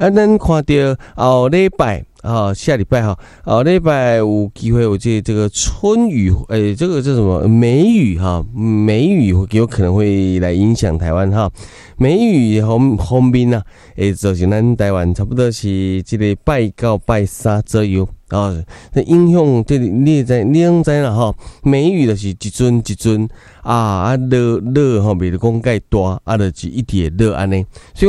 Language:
Min Nan Chinese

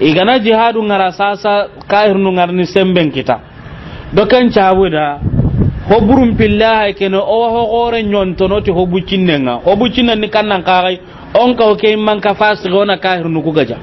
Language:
Soninke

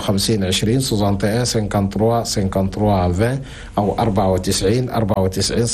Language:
Chadian Arabic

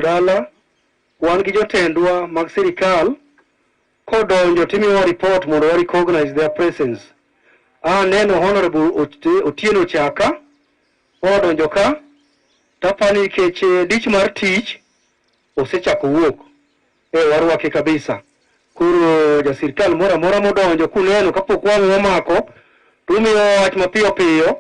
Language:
Luo (Kenya and Tanzania)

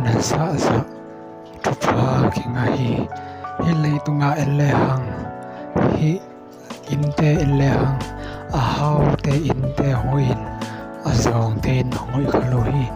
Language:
Tedim Chin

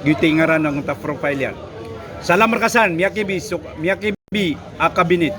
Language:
Maranao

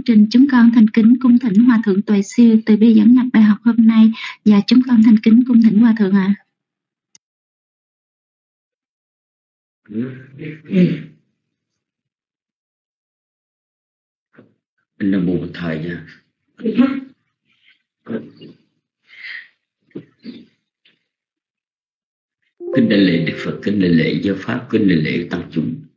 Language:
Vietnamese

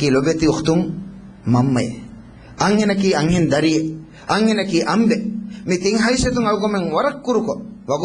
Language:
Divehi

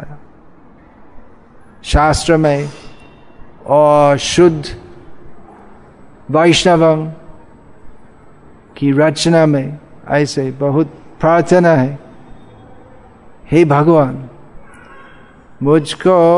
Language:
Hindi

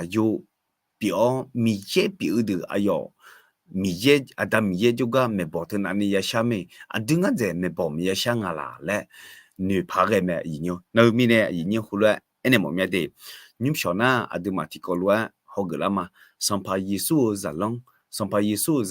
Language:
Akha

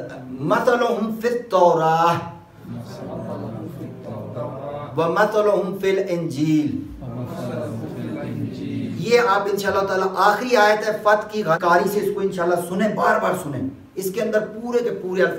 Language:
Urdu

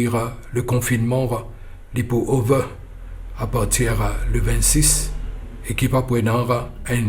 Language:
Morisyen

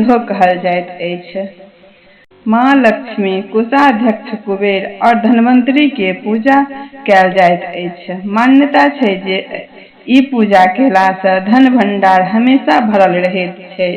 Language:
Maithili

